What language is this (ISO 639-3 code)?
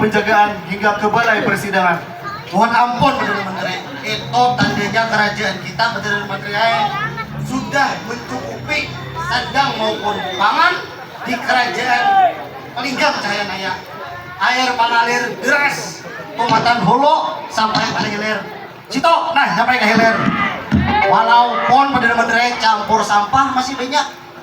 bjn